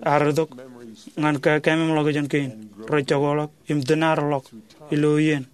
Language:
Marshallese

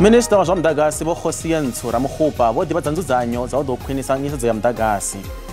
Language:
Venda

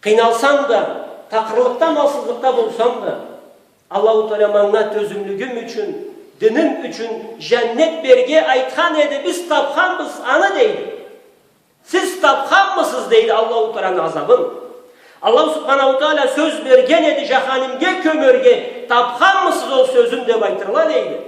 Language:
Karachay-Balkar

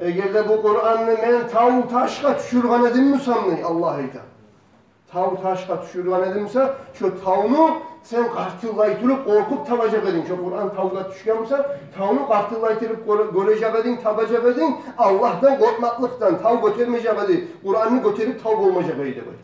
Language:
Kumyk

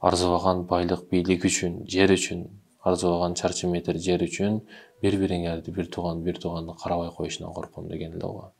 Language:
Kyrgyz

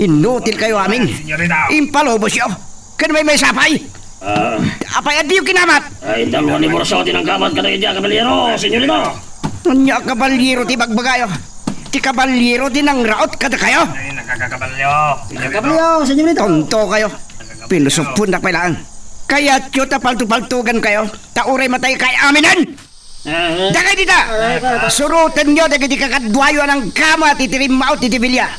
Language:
Iloko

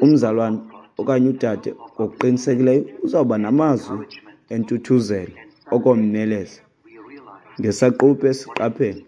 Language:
Xhosa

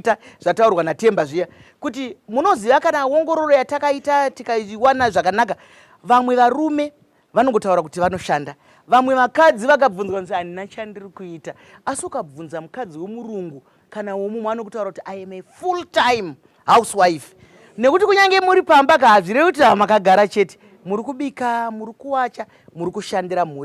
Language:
Shona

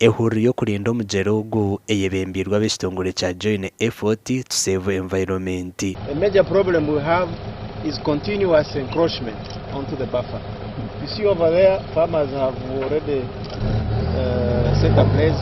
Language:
Nyankole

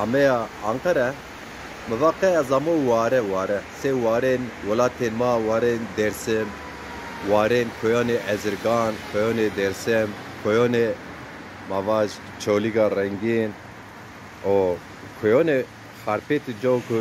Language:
Zaza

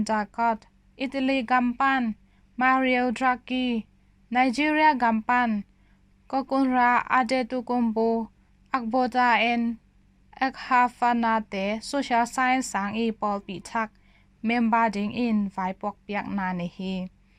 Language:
Tedim Chin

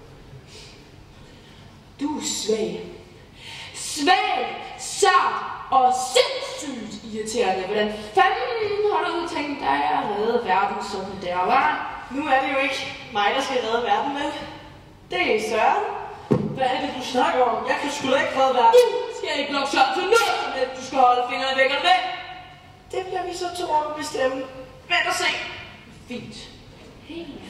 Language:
Danish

